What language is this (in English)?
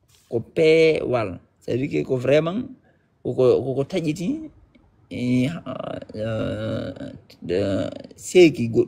Fula